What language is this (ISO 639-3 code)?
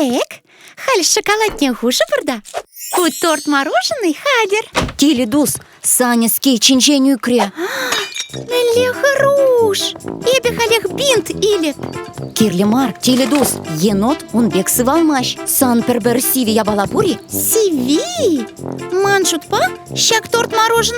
chv